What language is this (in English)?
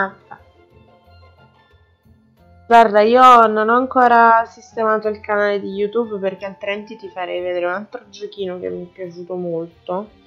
Italian